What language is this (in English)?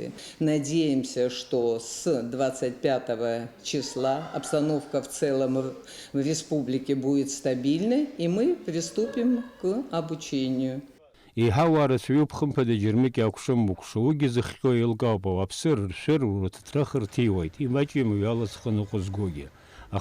Abkhazian